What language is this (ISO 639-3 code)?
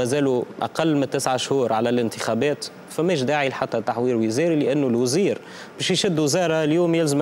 aeb